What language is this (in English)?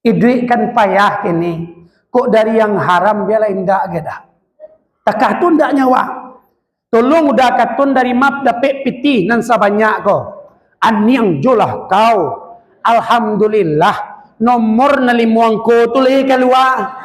Minangkabau